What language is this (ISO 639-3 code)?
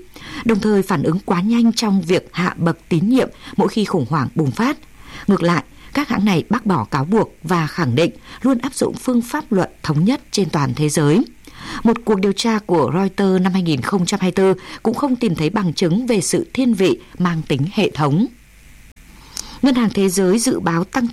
vie